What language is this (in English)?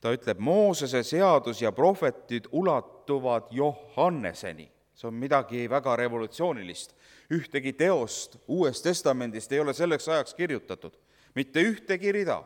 Estonian